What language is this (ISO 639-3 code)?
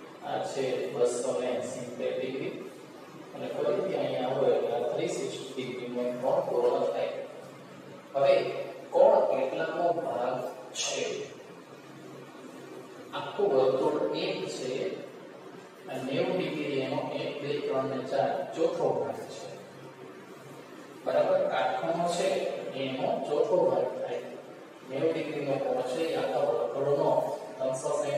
guj